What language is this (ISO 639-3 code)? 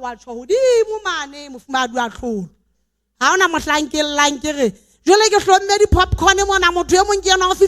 sot